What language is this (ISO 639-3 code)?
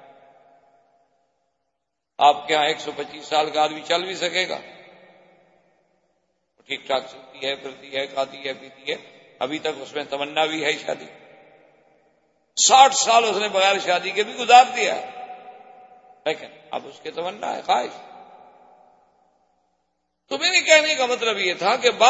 urd